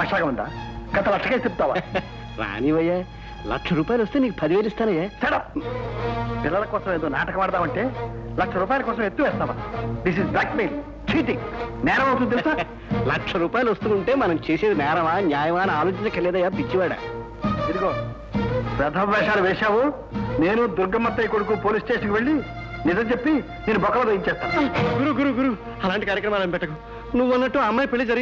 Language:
Telugu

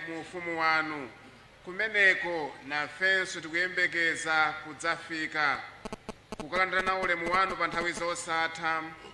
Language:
Nyanja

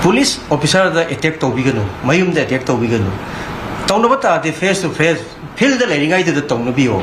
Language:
Manipuri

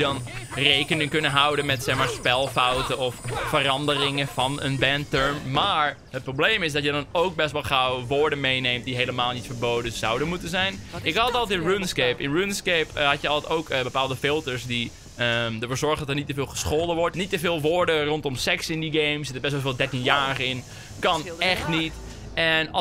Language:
Dutch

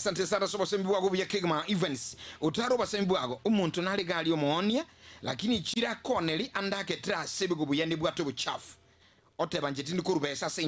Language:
Gusii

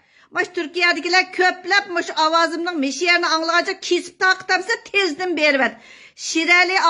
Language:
Uyghur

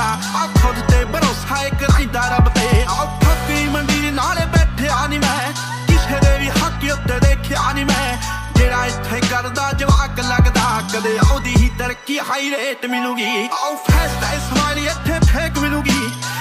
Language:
Punjabi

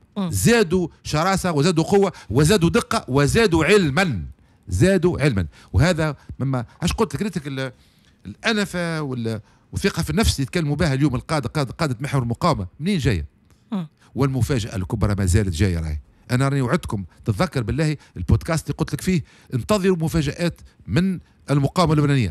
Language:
Tunisian Arabic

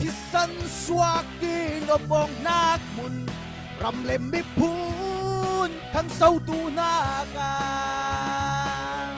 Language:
Falam Chin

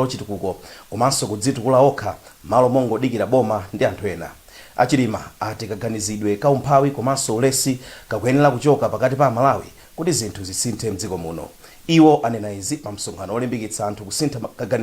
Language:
Nyanja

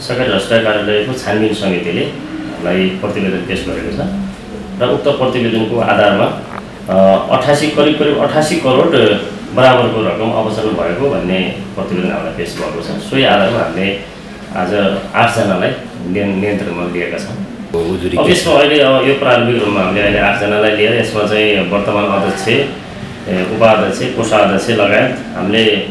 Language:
Nepali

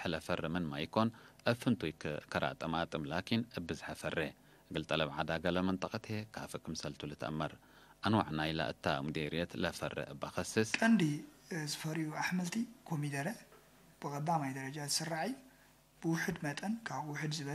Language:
Tigre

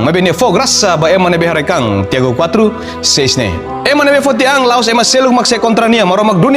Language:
Tetum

